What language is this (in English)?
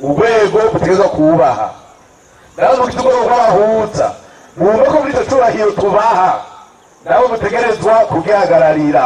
Rundi